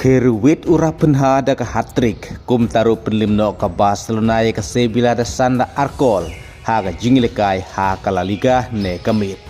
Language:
Khasi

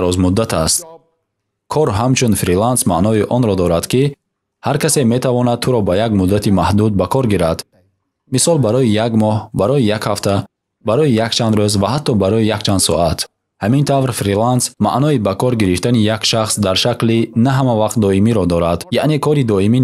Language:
Tajik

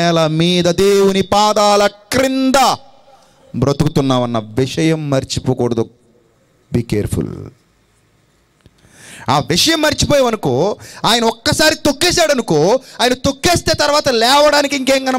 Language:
Telugu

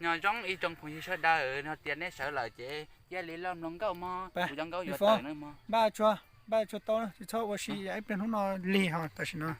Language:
Hmong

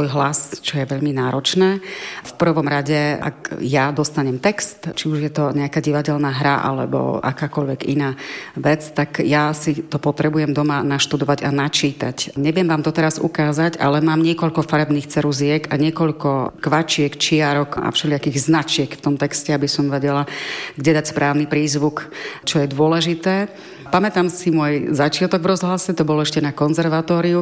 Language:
Slovak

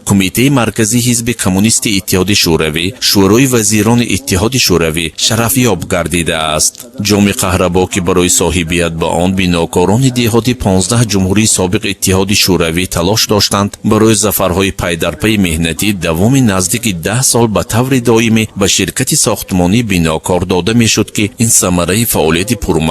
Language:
Tajik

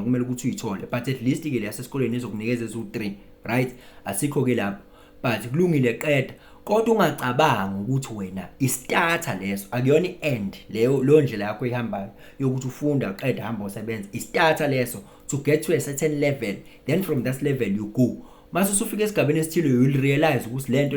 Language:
Zulu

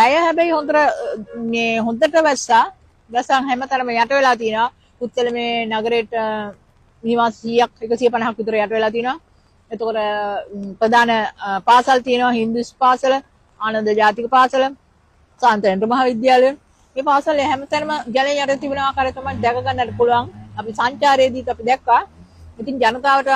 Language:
Sinhala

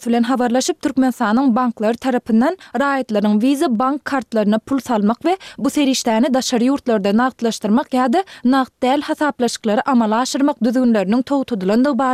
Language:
Turkmen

